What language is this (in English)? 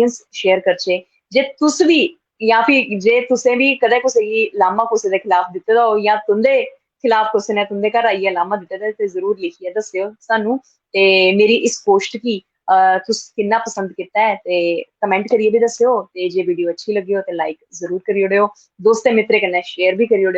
Dogri